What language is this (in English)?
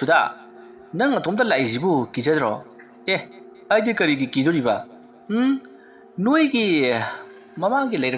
Manipuri